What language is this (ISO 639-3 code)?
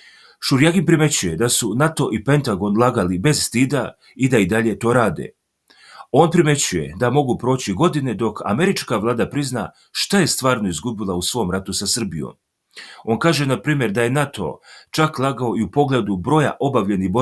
srp